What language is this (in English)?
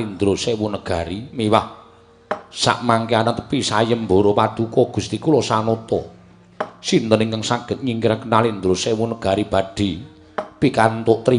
Javanese